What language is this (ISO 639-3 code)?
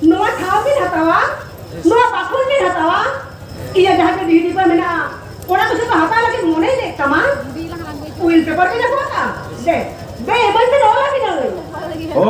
sat